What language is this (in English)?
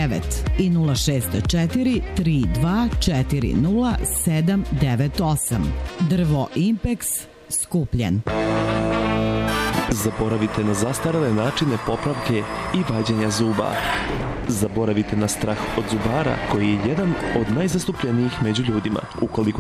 Serbian